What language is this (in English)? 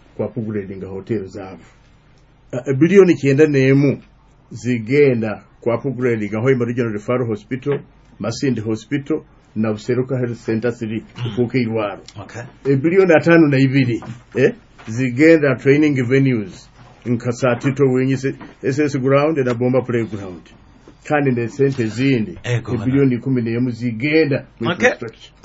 Nyoro